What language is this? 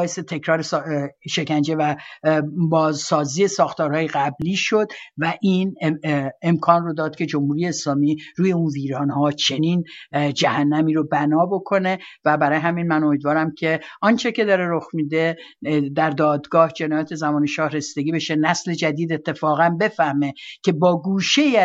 Persian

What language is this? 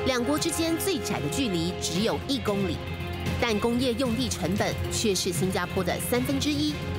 Chinese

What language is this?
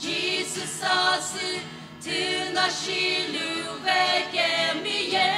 Sumi Naga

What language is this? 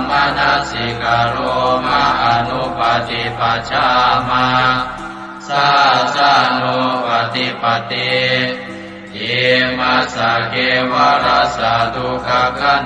Pali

